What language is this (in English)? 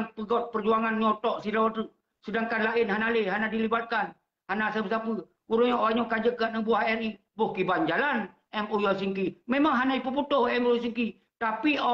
Achinese